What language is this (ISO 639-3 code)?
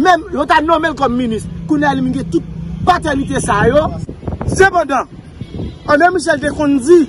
hat